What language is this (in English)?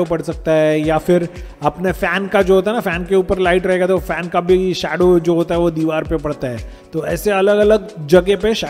Hindi